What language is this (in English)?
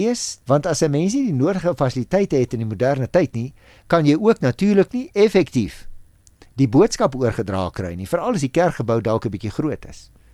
Afrikaans